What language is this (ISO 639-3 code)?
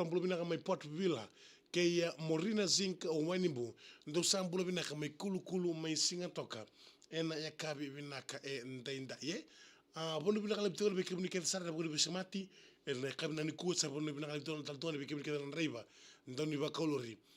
fij